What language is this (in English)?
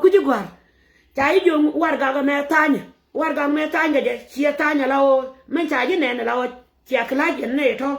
Nuer